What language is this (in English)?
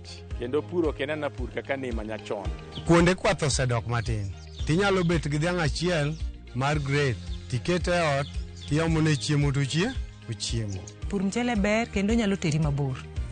Luo (Kenya and Tanzania)